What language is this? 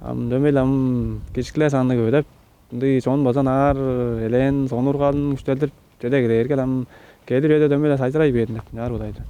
Tuvinian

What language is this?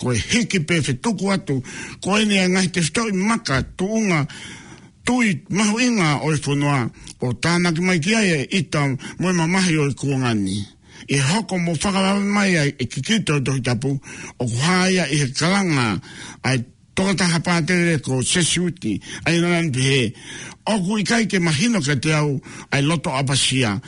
Tongan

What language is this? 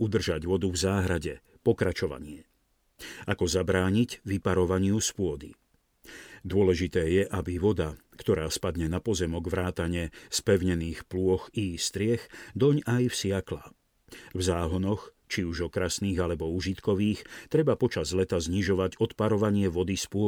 Slovak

